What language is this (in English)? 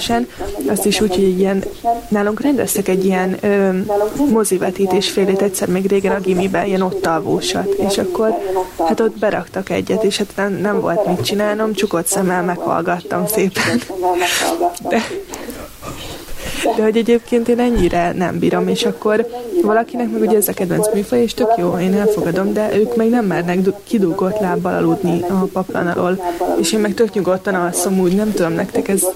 Hungarian